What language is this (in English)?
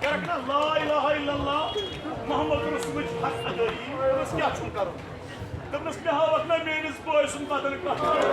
Kashmiri